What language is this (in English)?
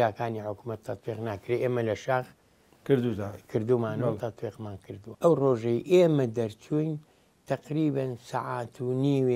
Central Kurdish